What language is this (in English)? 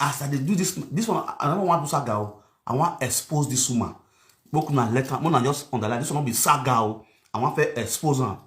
Nigerian Pidgin